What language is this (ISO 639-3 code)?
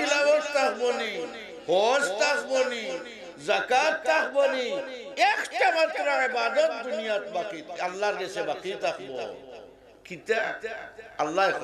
syl